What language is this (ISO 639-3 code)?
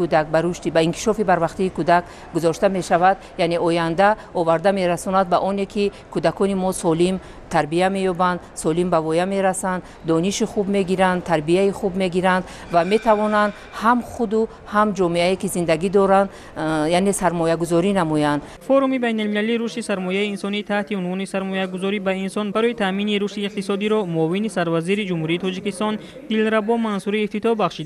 tgk